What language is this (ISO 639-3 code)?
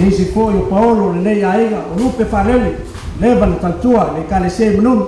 smo